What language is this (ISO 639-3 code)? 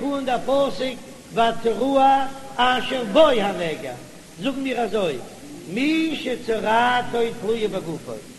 yid